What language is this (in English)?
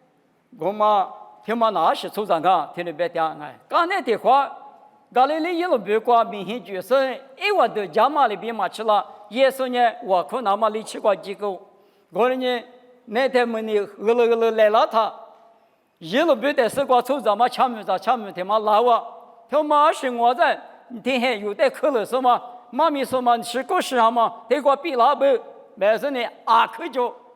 Lisu